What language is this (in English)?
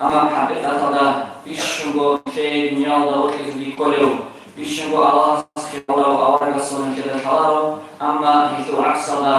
Avaric